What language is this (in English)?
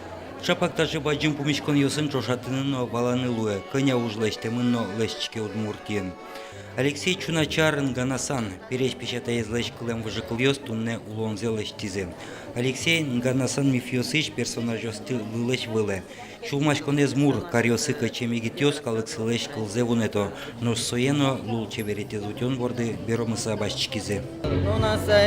Udmurt